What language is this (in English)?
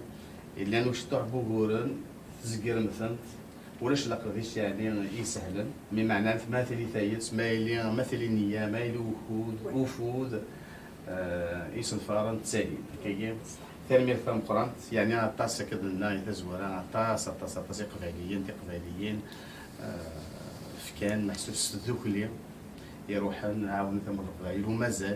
Kabyle